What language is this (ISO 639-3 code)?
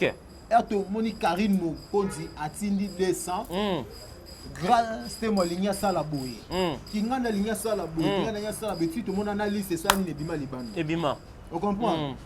lin